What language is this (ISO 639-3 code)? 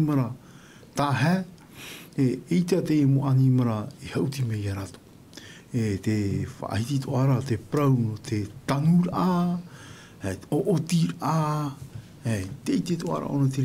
tah